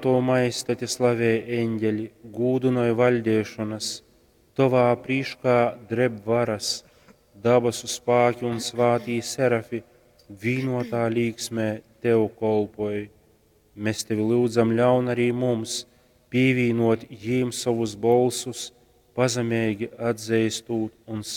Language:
Latgalian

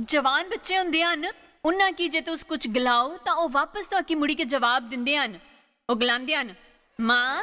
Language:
Dogri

